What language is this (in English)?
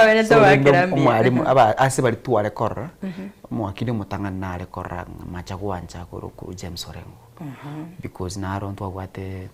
Gusii